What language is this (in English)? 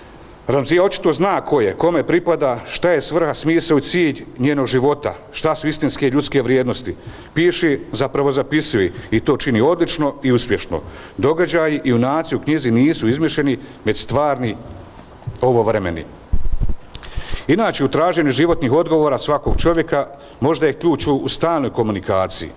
Bosnian